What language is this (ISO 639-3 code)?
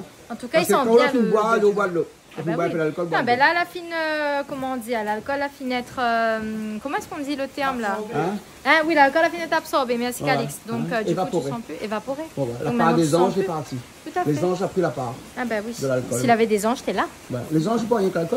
fra